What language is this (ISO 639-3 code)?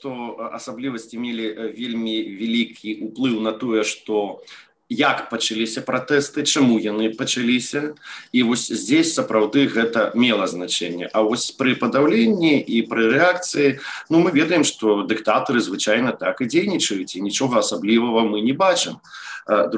bel